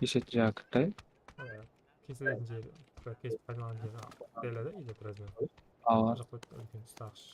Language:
Kara-Kalpak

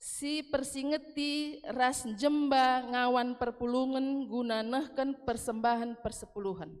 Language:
Batak Karo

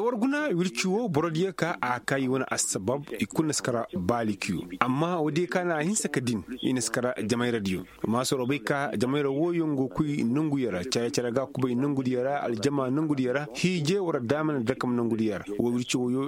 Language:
Koyraboro Senni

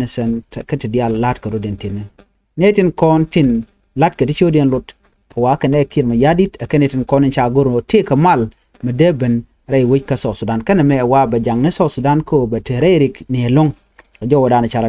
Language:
Nuer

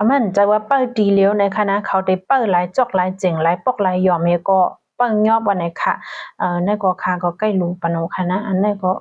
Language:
Shan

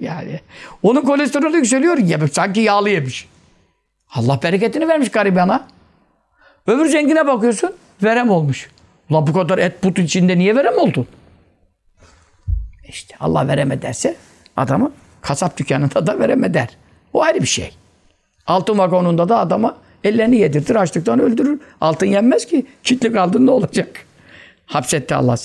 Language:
Turkish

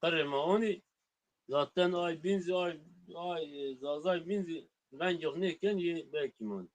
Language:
Zaza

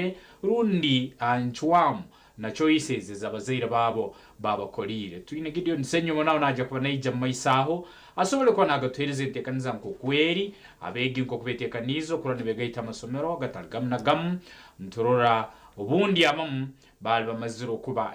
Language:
Nyankole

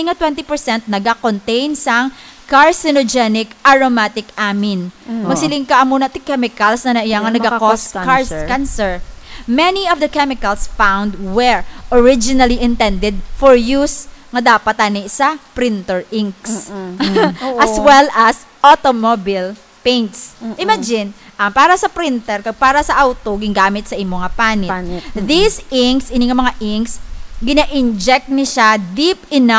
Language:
Hiligaynon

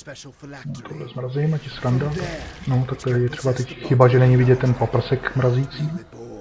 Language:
Czech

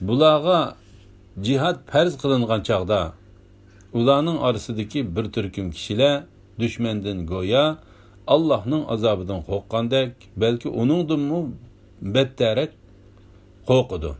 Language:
Uyghur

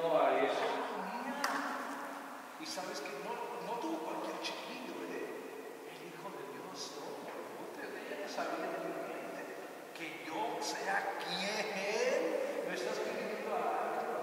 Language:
Spanish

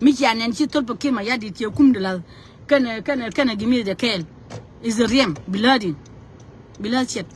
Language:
Nuer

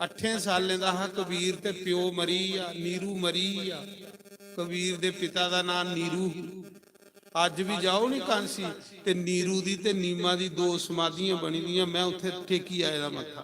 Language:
Dogri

